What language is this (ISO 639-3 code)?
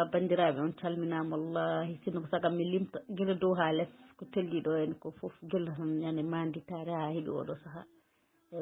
ful